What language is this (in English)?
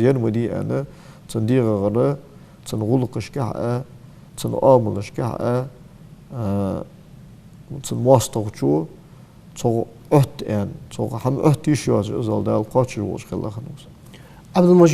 Ingush